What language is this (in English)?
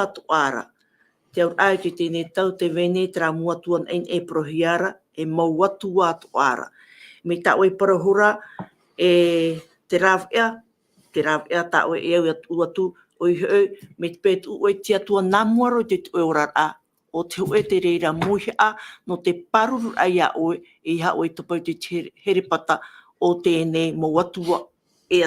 Tahitian